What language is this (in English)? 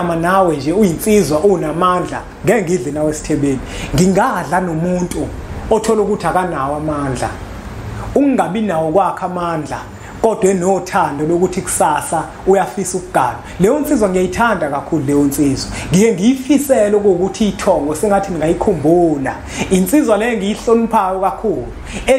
Zulu